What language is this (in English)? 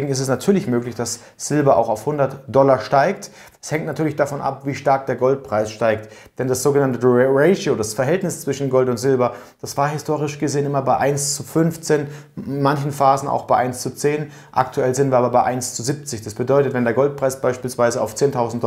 German